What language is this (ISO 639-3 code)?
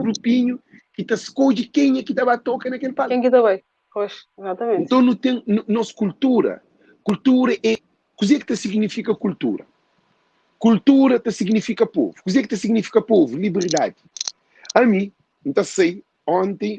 kea